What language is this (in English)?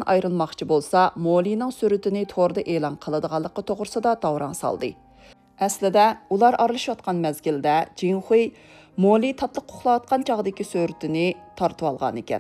Uyghur